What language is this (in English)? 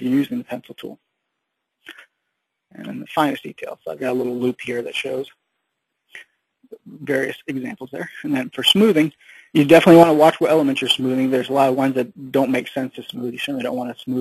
English